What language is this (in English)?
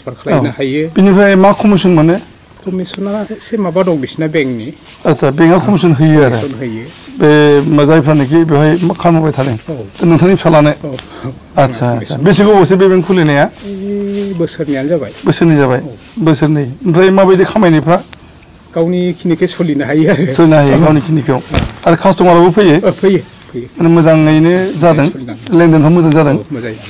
Bodo